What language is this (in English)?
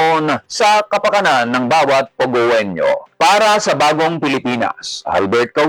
Filipino